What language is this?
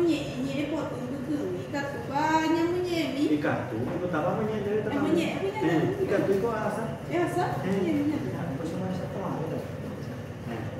Guarani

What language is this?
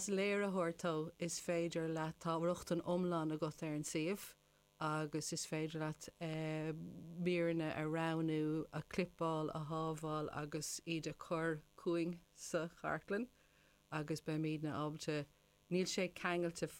Irish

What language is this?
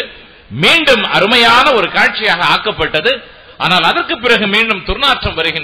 Tamil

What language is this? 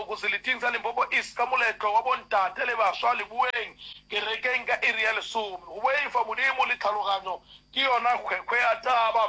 Northern Sotho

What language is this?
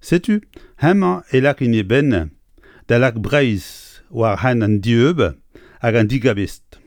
Breton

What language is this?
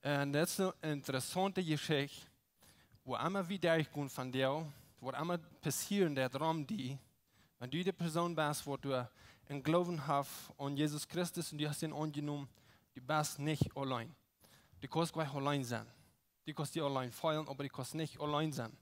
Plautdietsch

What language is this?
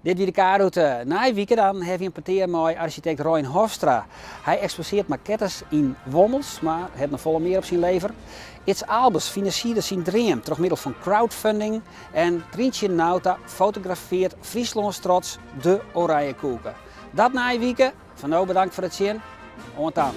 Western Frisian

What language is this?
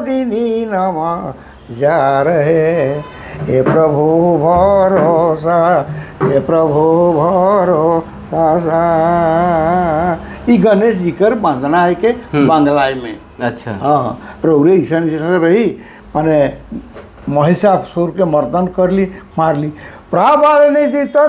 Sadri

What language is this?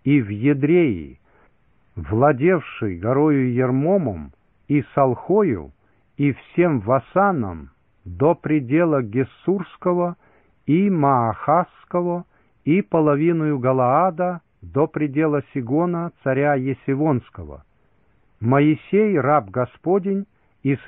Russian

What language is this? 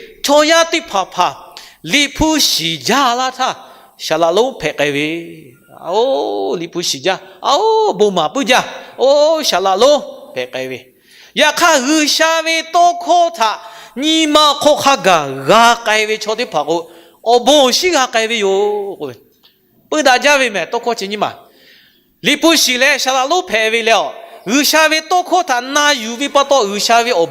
Lahu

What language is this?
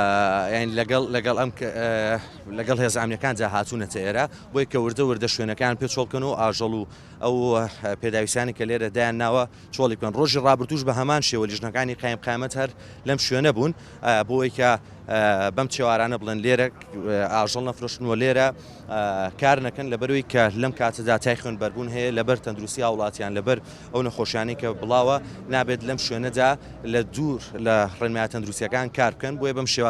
Central Kurdish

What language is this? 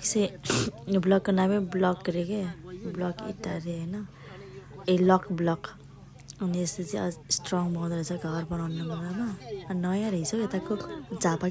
Nepali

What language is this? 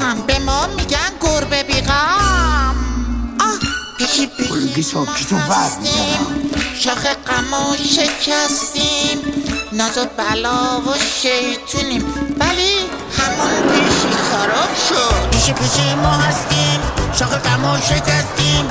Persian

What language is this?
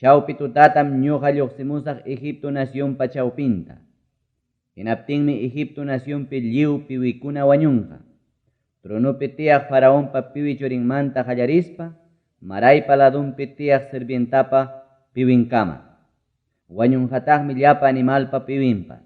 Ayacucho Quechua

